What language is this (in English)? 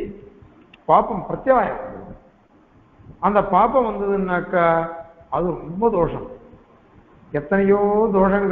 Tamil